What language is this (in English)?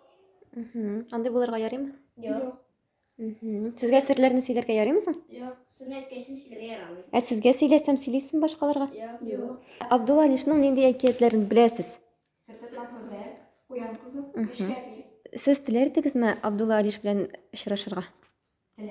Tatar